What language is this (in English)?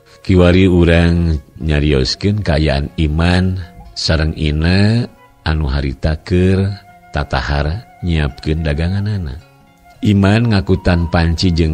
Sundanese